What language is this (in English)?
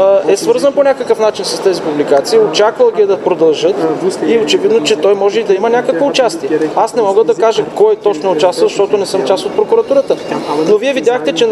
Bulgarian